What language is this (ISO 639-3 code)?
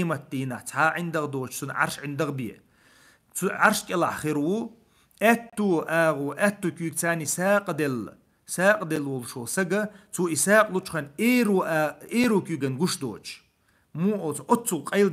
che